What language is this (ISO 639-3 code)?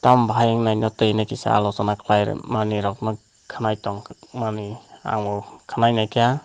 ria